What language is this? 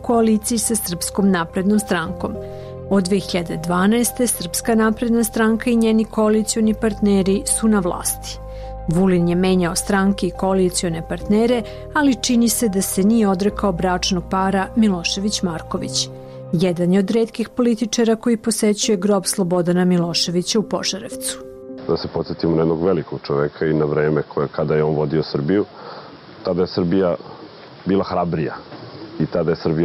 Serbian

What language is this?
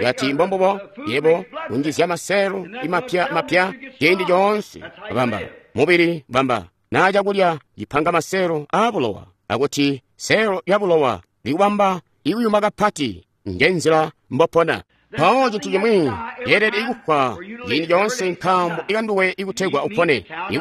Tonga (Zambia)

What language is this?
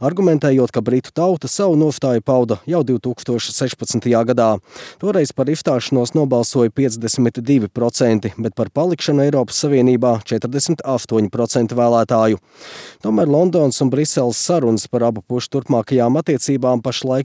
Latvian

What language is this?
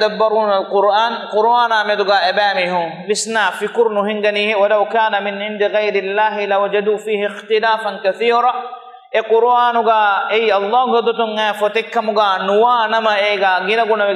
Divehi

